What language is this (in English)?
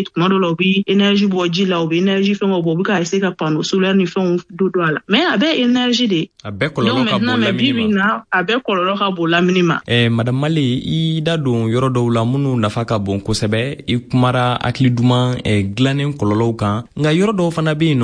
Bambara